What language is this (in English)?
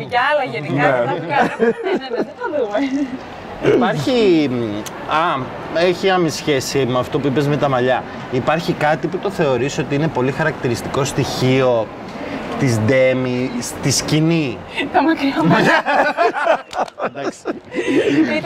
Greek